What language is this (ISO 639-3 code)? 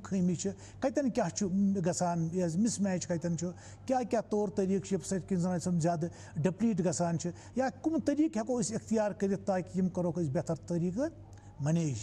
kas